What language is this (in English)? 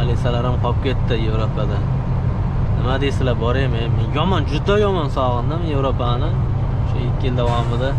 Uzbek